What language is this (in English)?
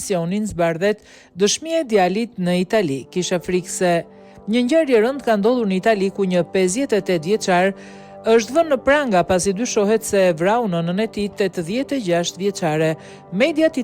Albanian